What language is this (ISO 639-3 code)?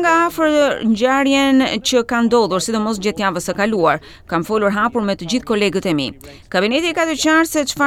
sqi